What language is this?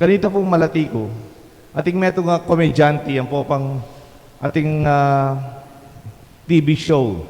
Pampanga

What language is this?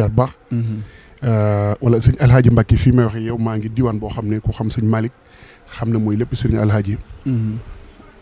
Wolof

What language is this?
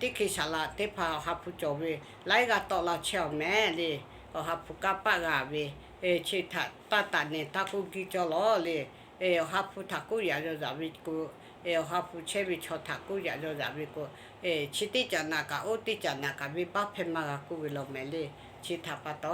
Lahu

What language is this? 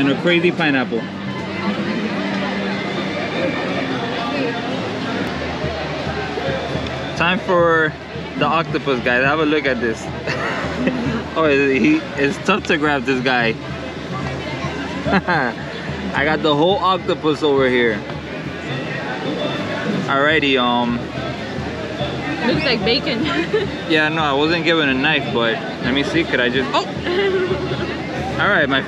English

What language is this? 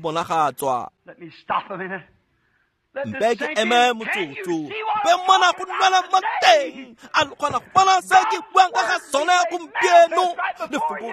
Tswana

